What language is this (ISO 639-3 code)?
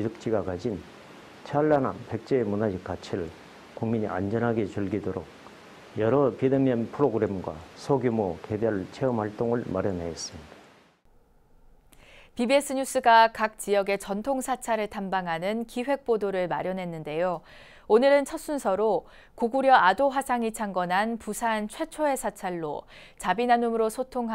kor